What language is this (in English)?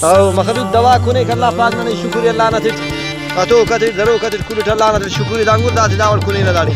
Brahui